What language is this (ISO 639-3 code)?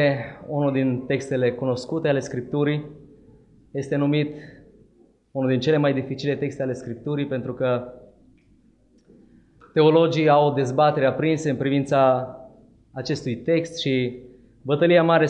ron